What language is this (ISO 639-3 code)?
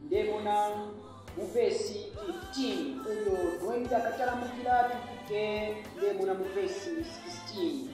bem